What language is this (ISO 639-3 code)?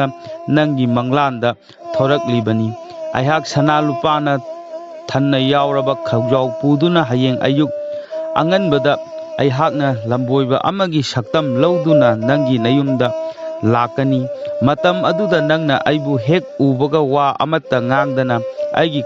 mni